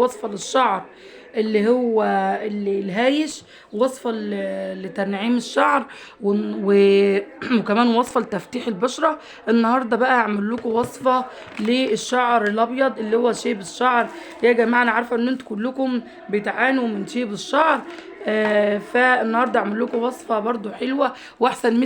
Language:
Egyptian Arabic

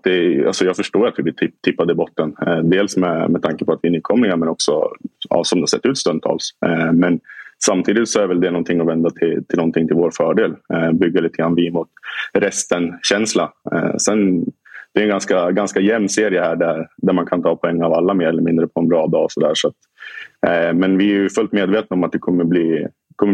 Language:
Swedish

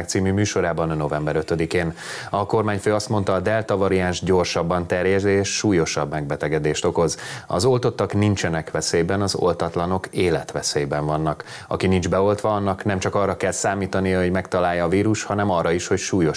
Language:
Hungarian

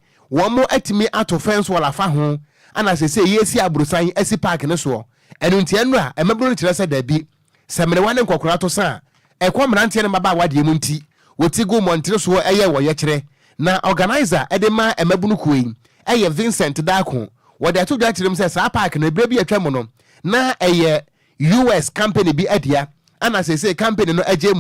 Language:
Akan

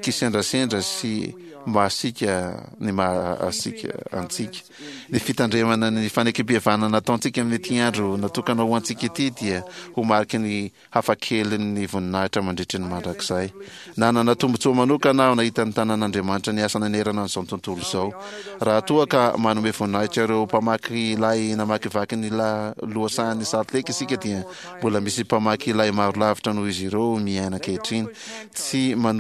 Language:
Malagasy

